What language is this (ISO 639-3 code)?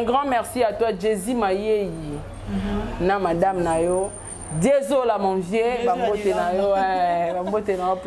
lin